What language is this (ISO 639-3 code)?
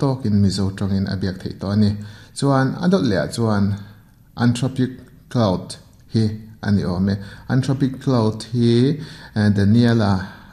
lus